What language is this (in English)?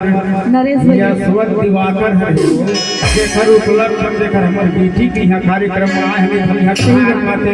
Chhattisgarhi